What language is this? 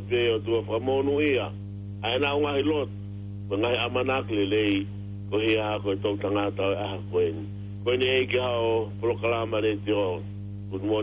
Tongan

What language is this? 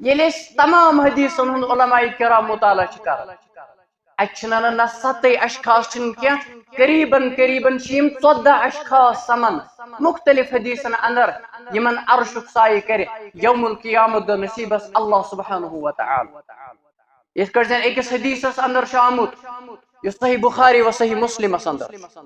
Kashmiri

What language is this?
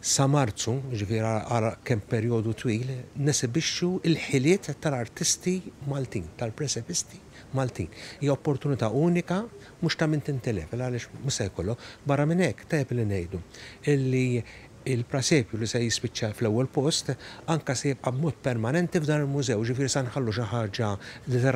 Maltese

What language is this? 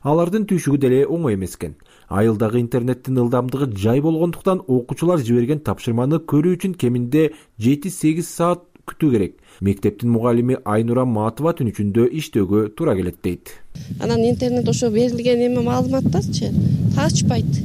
Kyrgyz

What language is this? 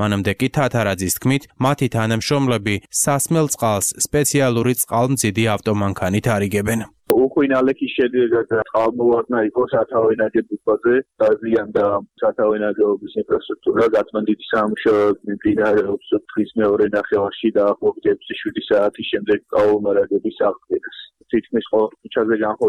Georgian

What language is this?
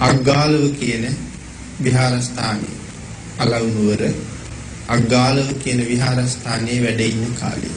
Sinhala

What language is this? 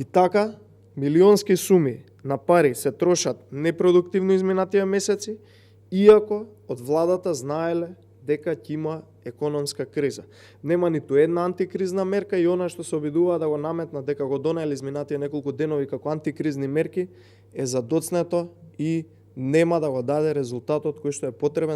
Macedonian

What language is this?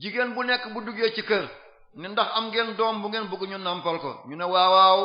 Wolof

